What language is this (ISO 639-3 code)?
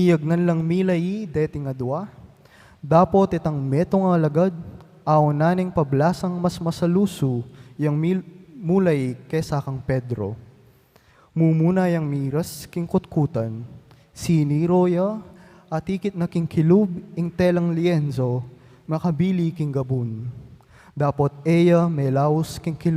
pam